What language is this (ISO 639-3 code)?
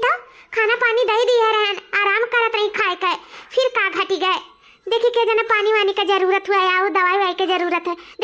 awa